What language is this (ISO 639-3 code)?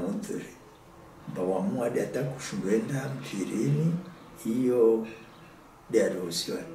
swa